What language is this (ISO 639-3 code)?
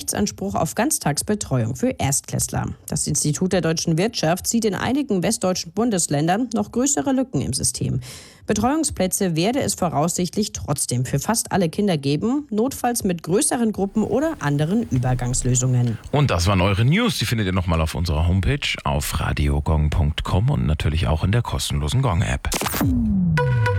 deu